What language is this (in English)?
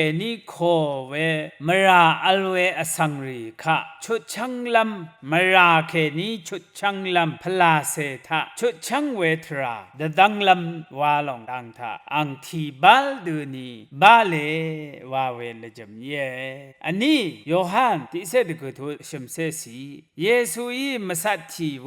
Rawang